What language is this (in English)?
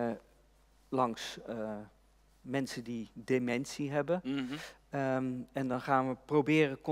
Dutch